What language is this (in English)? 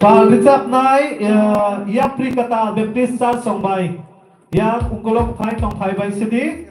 Kok Borok